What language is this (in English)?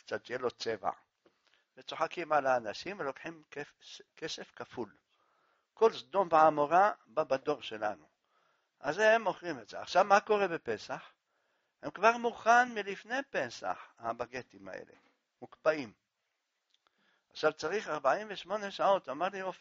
Hebrew